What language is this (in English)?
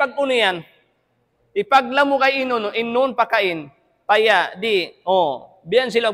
Tausug